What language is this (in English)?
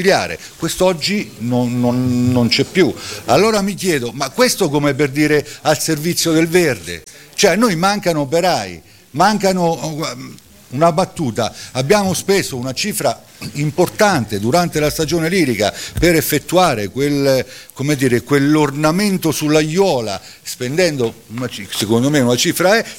Italian